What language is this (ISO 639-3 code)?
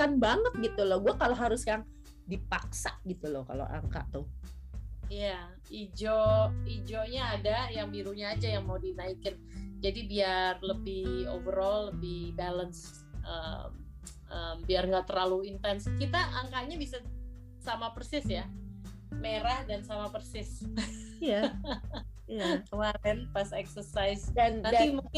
ind